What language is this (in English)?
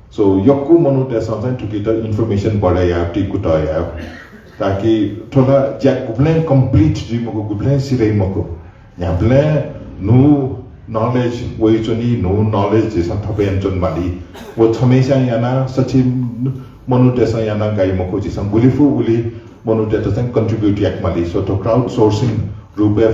Newari